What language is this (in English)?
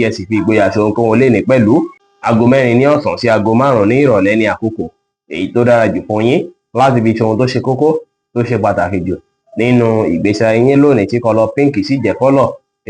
Yoruba